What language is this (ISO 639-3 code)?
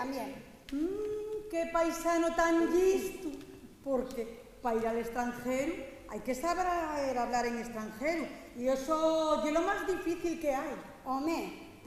ast